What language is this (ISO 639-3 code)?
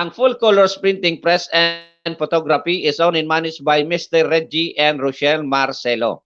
bik